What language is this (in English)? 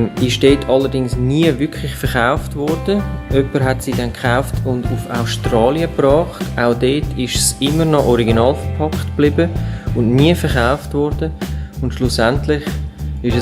Swiss German